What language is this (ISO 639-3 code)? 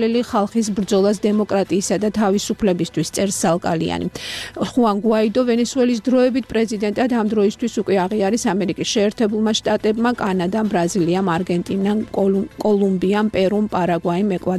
kat